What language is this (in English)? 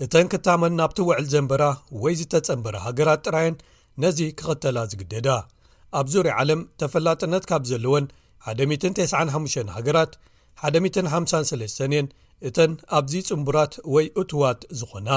Tigrinya